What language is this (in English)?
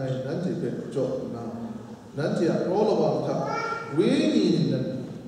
Kachin